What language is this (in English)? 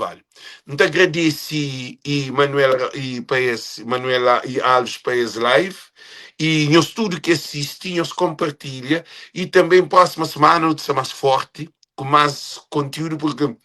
Kabuverdianu